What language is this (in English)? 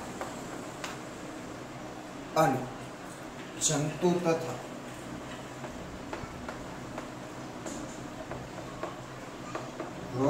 Gujarati